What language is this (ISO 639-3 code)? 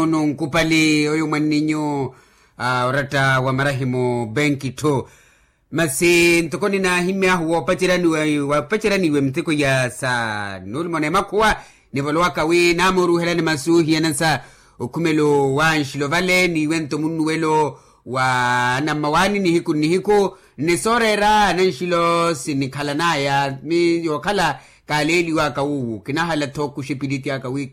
vmw